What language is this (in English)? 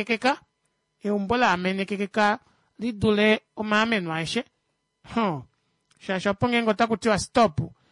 Kuanyama